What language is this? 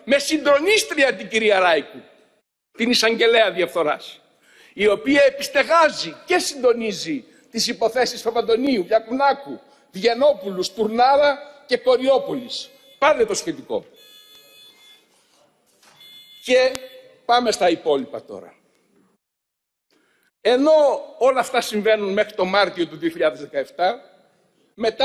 Greek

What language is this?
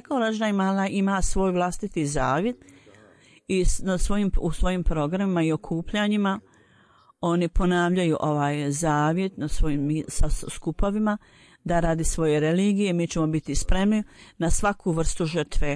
Bosnian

